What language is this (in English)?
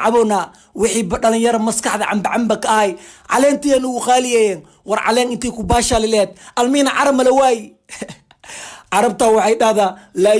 Somali